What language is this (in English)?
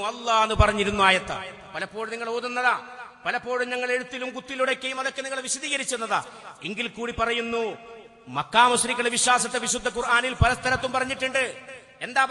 Malayalam